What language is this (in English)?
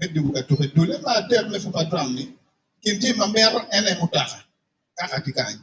Acoli